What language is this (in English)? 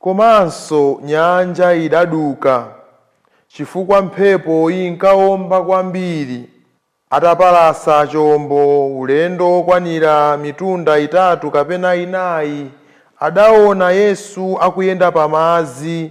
Nyanja